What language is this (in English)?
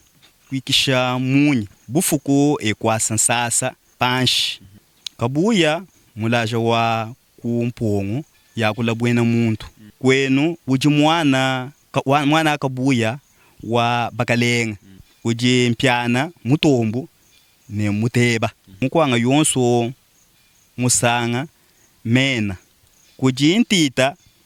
Luba-Lulua